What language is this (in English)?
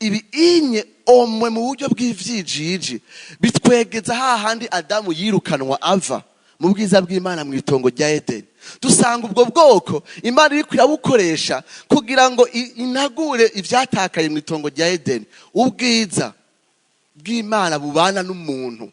Rundi